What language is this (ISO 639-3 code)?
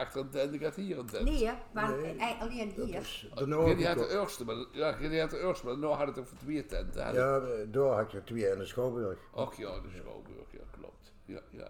nld